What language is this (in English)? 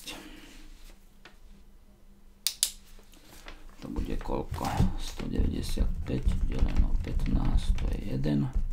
Slovak